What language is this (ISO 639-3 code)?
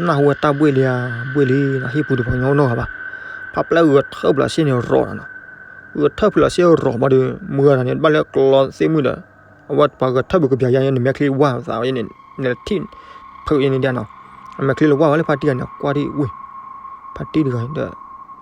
ksw